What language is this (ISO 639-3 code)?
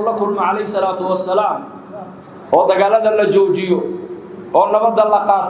som